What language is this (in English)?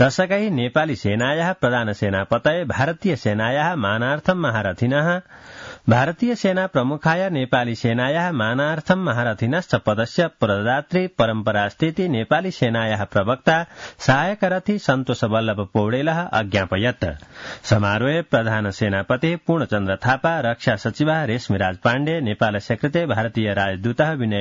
Sanskrit